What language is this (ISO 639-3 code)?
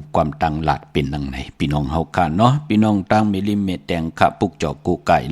shn